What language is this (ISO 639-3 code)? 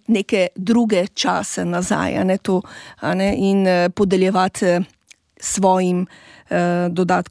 slv